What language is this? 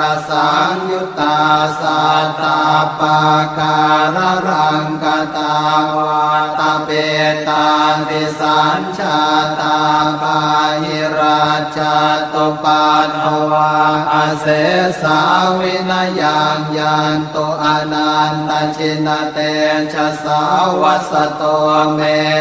Pali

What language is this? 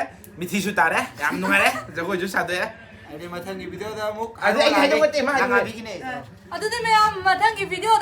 Manipuri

